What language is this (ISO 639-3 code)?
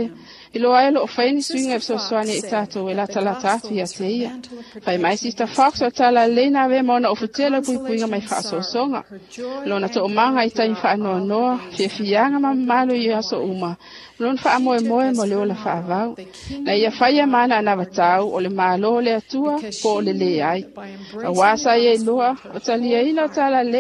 smo